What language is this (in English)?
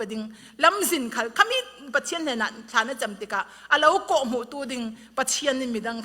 Falam Chin